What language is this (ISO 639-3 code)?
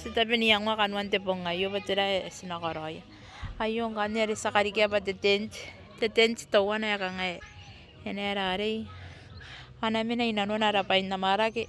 gil